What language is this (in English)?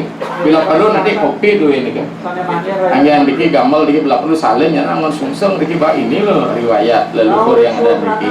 Balinese